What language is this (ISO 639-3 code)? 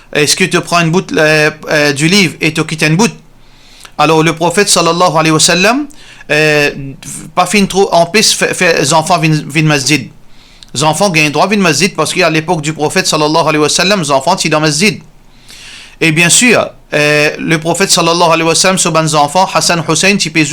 mfe